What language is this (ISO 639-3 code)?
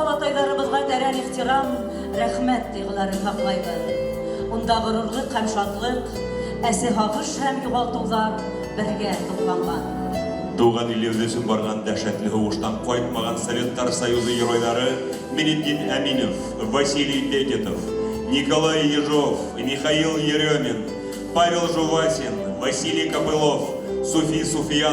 bak